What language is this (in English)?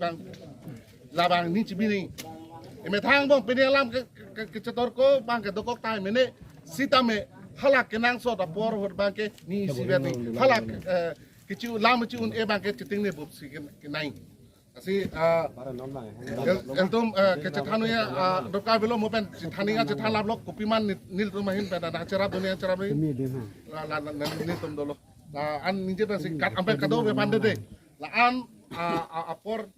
Karbi